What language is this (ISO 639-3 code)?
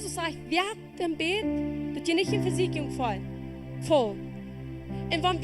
pdt